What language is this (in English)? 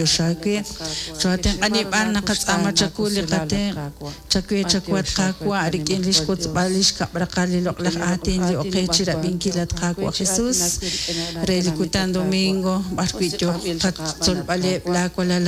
Kekchí